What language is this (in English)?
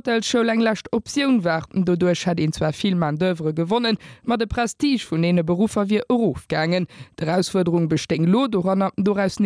Luxembourgish